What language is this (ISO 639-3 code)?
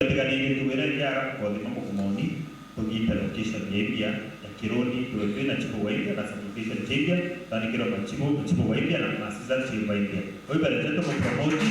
mer